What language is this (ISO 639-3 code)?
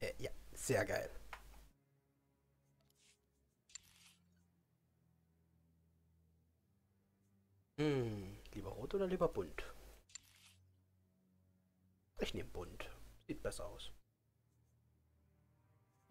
deu